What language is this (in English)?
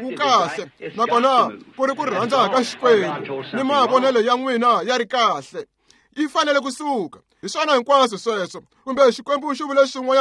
Tsonga